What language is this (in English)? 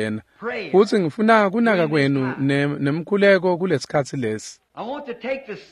Swati